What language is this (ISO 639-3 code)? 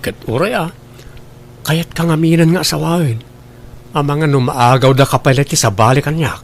ilo